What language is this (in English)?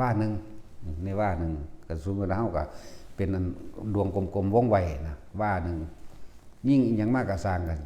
Northeastern Thai